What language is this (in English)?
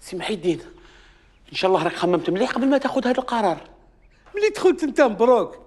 Algerian Arabic